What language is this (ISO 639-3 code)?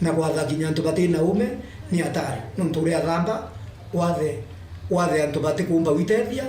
mer